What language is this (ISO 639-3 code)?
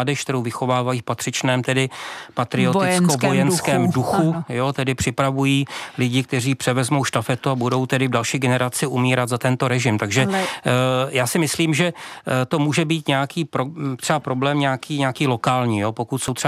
ces